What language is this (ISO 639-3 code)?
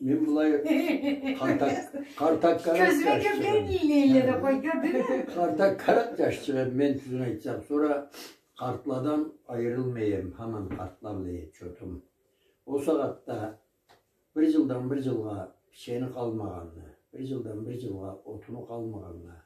krc